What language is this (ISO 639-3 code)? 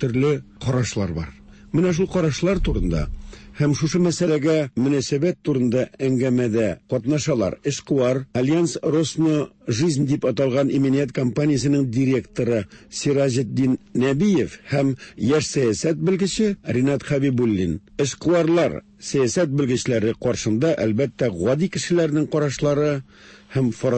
tat